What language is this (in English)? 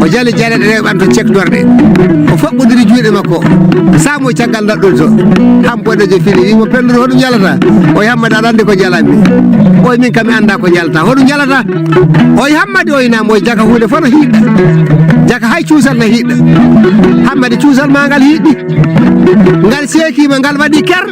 Fula